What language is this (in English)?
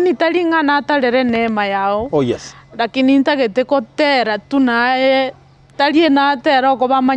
Gusii